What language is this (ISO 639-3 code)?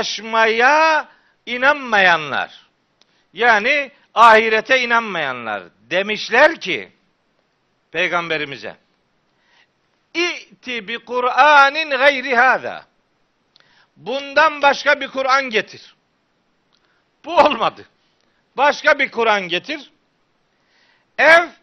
tur